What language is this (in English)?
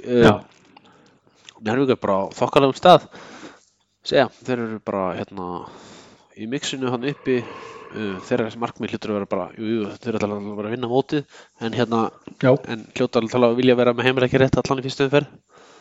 Icelandic